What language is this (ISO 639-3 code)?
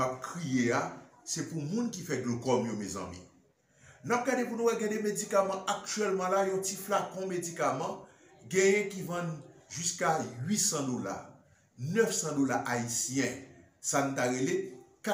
hat